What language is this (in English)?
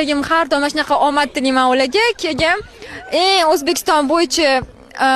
Uzbek